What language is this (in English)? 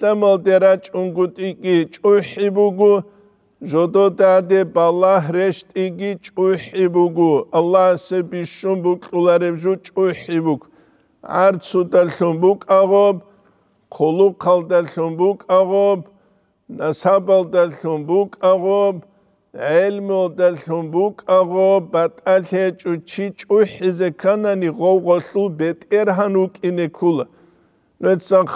Avaric